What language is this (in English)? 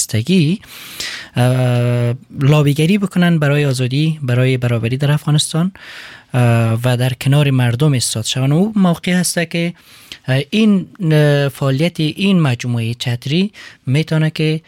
Persian